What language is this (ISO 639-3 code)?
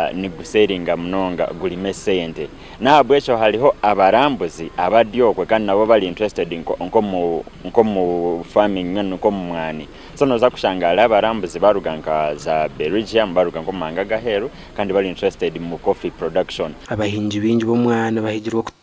nyn